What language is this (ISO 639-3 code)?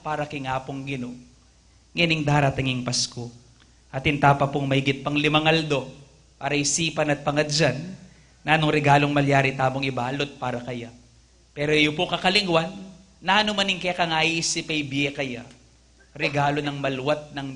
pam